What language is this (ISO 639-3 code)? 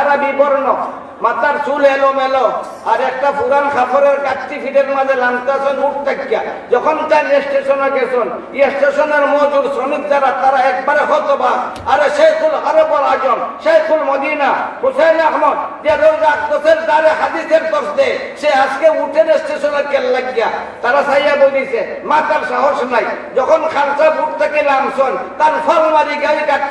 syl